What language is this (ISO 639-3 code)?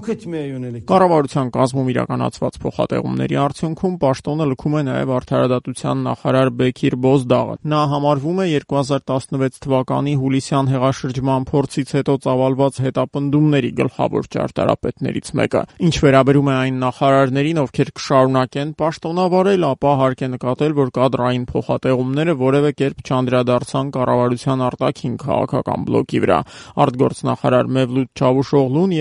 hye